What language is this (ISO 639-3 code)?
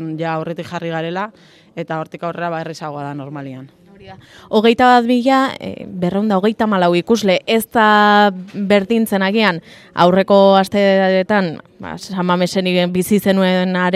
eus